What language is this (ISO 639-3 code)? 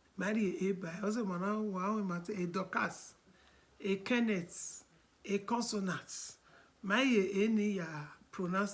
bin